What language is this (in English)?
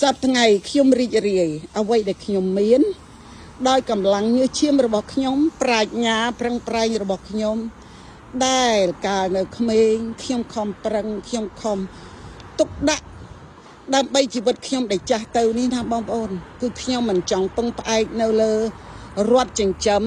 Khmer